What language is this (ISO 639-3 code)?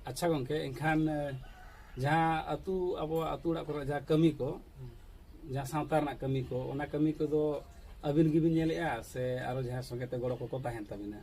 sat